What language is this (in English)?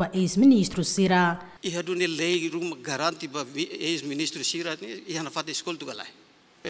Tetum